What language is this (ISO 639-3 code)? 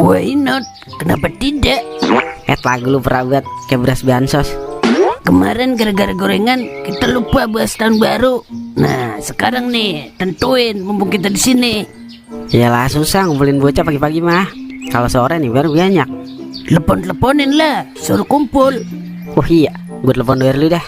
bew